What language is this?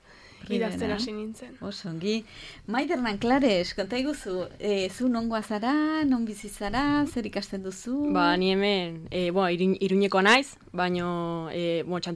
Basque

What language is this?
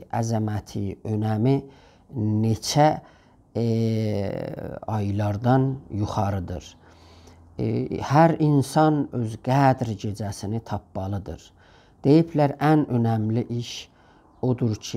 South Azerbaijani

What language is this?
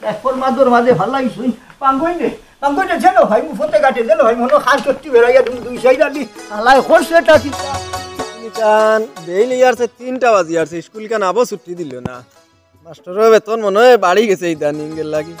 Sylheti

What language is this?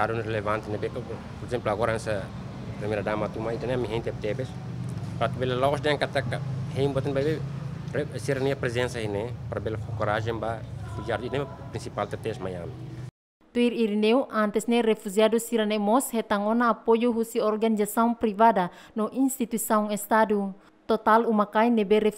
Tetum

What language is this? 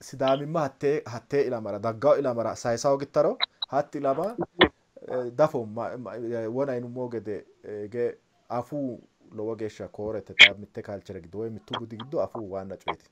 Sidamo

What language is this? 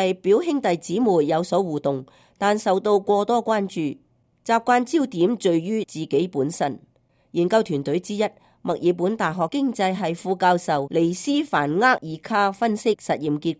Cantonese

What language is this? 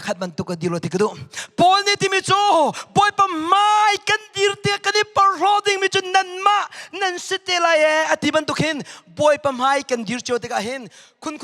Hakha Chin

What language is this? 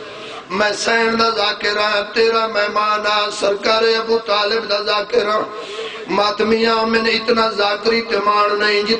Saraiki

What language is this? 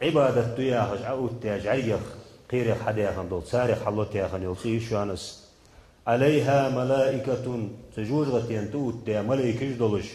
Ingush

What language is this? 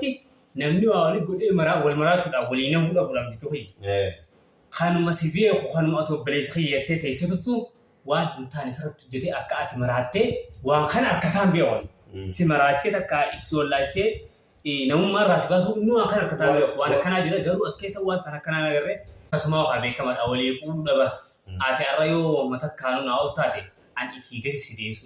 Oromo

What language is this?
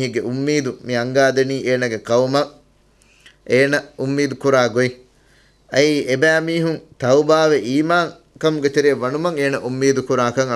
Divehi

